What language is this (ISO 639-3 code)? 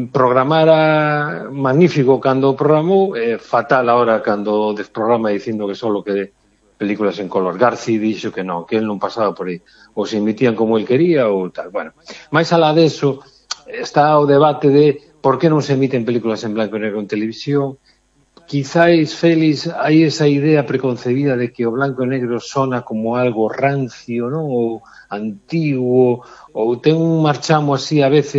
glg